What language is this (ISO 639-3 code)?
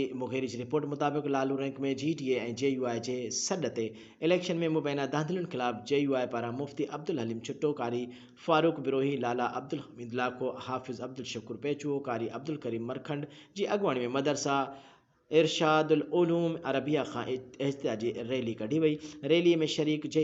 snd